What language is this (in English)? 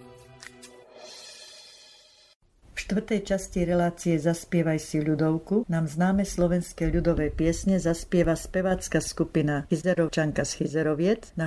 Slovak